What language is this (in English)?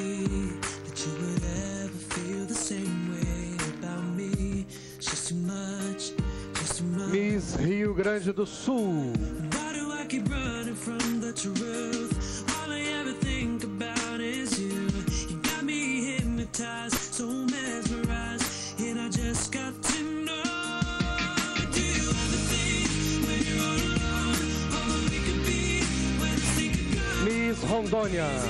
Portuguese